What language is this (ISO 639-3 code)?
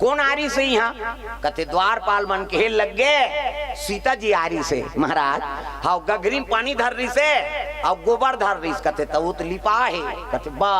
hne